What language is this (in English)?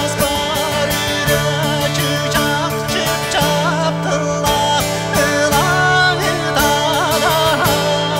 Yakut